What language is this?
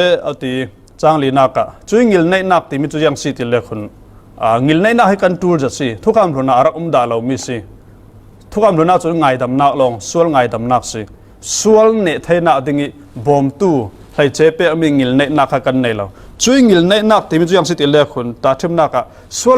Falam Chin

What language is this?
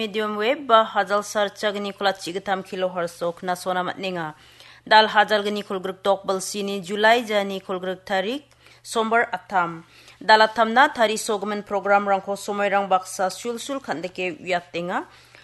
Garo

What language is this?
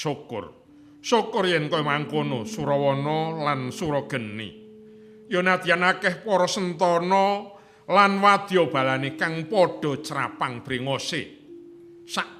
Javanese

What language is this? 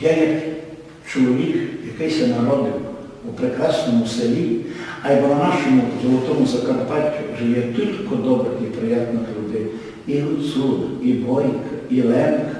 Rusyn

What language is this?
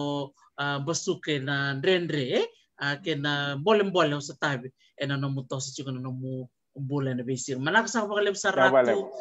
Fijian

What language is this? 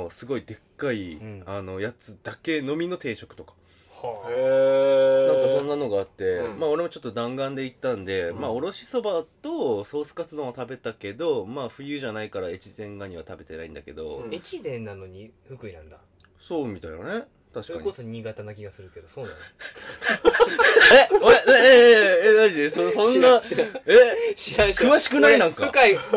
Japanese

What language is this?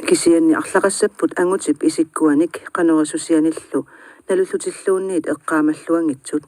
Kalaallisut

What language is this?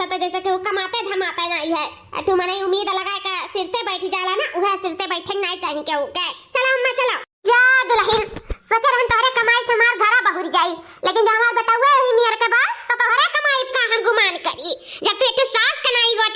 Awadhi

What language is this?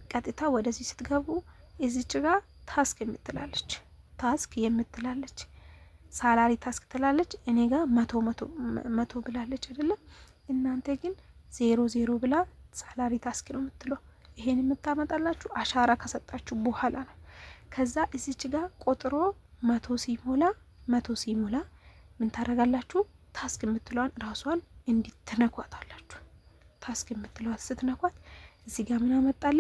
Amharic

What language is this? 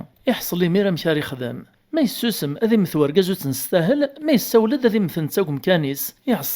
Kabyle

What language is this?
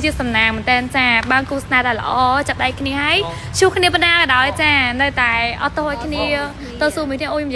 Khmer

